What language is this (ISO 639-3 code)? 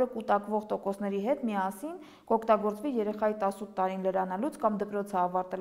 hye